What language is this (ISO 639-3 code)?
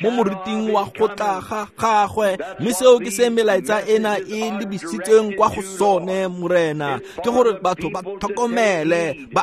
tsn